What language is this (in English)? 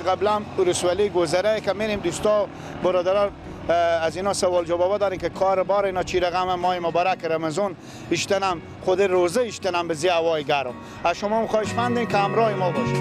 Persian